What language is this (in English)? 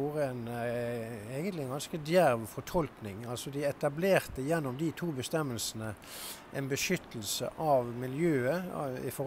Norwegian